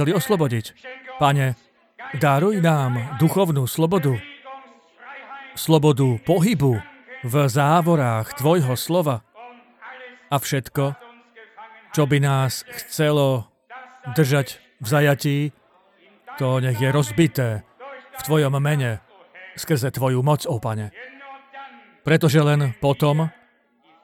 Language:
Slovak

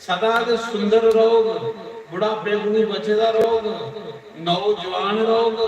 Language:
Dogri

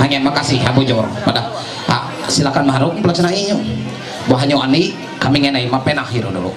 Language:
Ma'anyan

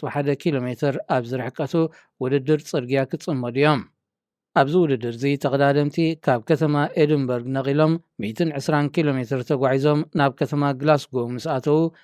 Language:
Tigrinya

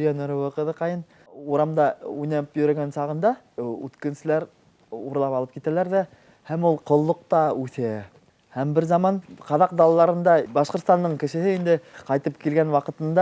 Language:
Bashkir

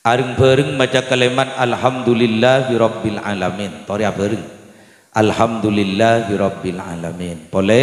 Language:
Madurese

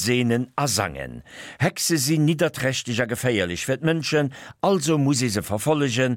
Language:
Luxembourgish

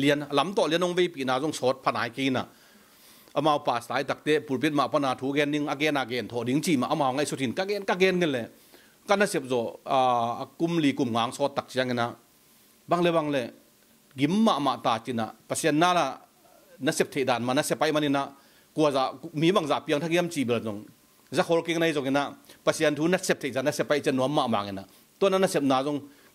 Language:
Tedim Chin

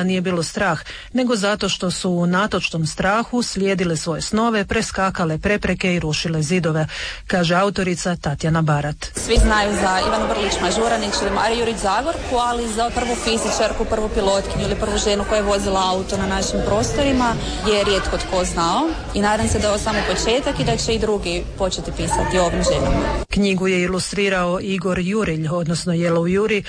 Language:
Croatian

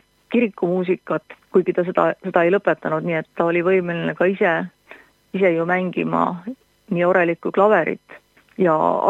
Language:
Estonian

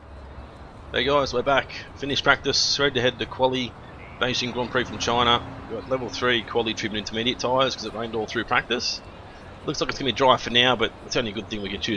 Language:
English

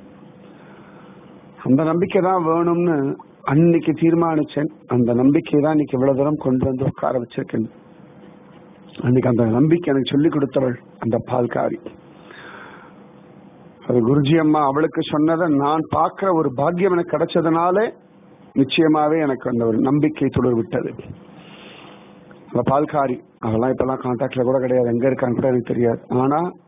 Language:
Tamil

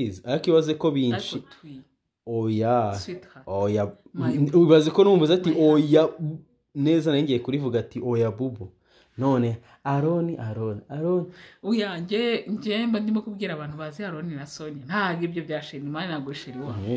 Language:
Kinyarwanda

